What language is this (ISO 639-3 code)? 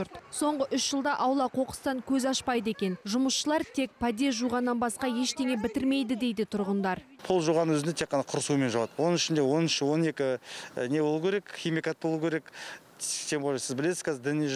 kaz